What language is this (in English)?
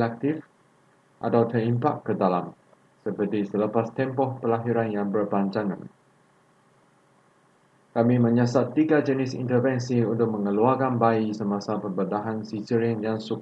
Malay